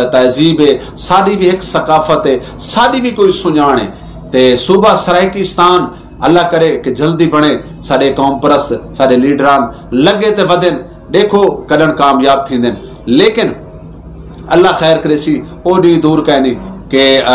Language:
Saraiki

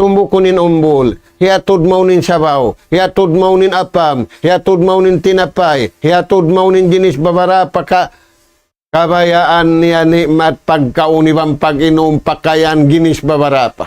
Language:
Tausug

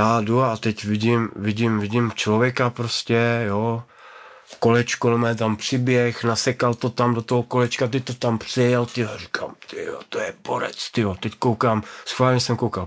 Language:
Czech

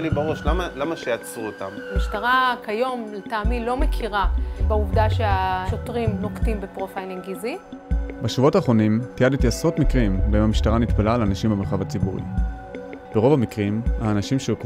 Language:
Hebrew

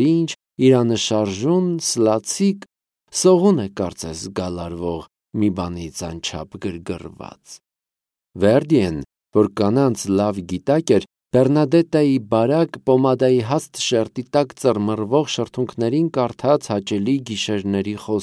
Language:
Armenian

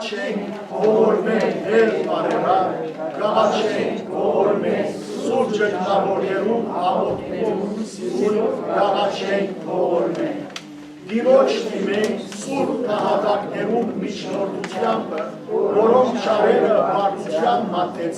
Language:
Western Armenian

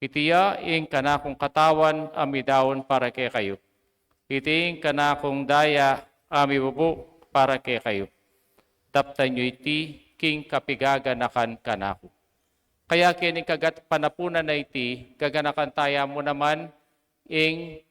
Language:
Pampanga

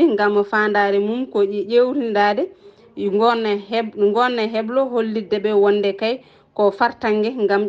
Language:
Fula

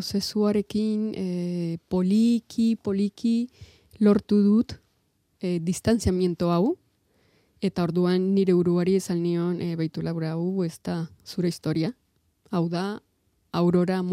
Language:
Basque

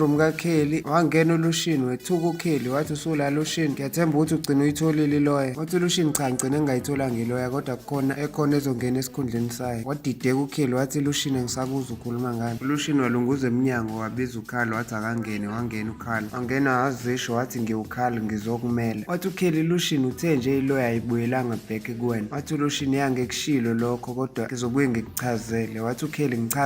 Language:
Zulu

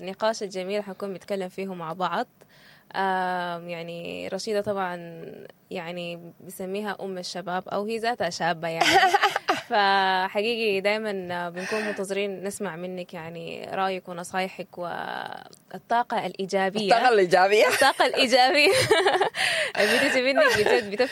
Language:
Sudanese Arabic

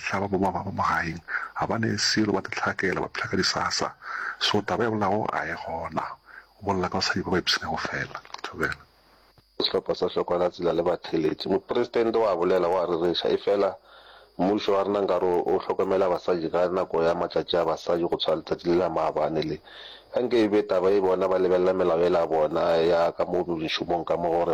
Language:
Northern Sotho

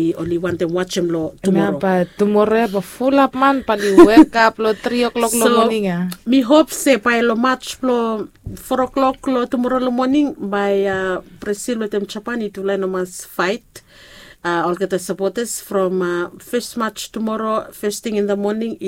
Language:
Bislama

